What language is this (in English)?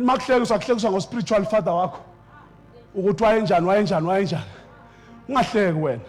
Zulu